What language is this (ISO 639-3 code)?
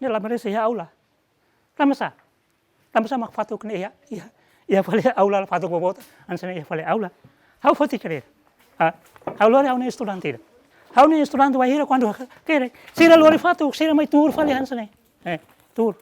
tet